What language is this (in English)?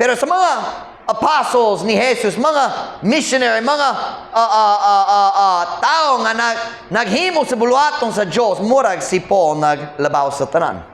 Cebuano